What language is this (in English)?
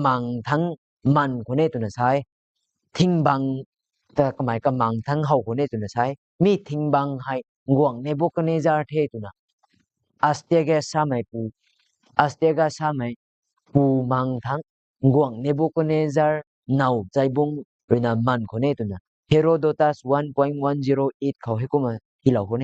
Rongmei Naga